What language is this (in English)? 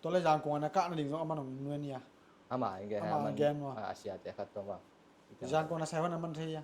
Tedim Chin